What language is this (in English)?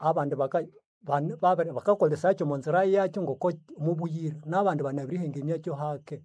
Nande